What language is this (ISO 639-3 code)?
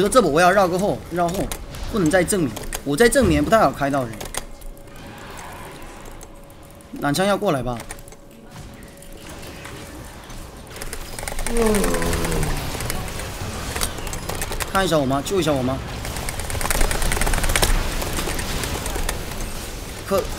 zho